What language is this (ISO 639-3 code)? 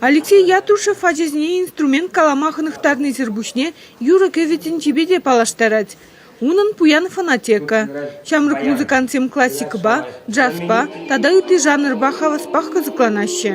chv